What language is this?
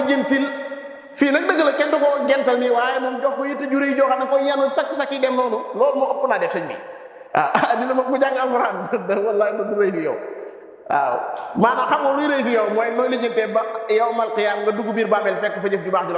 Wolof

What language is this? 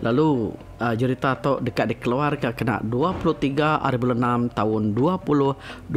Iban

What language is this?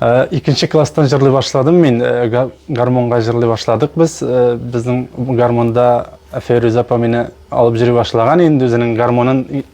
Tatar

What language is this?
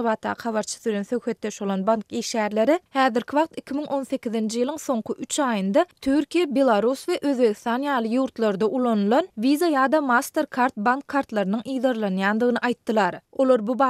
Turkmen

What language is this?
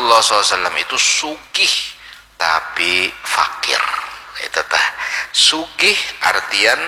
Banjar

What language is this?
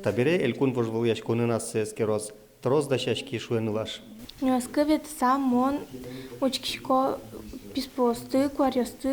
Udmurt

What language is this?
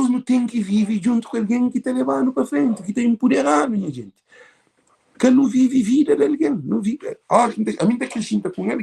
Kabuverdianu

